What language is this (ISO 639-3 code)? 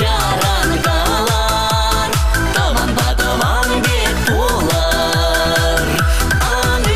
chv